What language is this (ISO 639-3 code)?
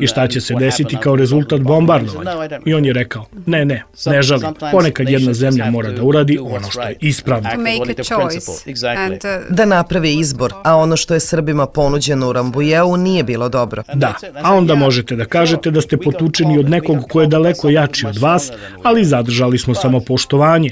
srp